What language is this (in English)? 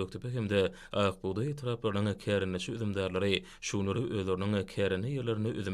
Turkmen